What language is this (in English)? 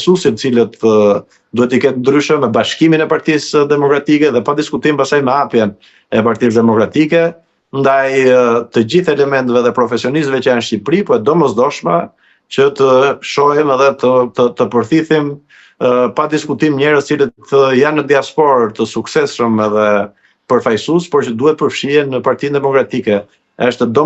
Albanian